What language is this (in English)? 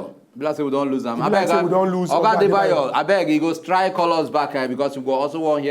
Nigerian Pidgin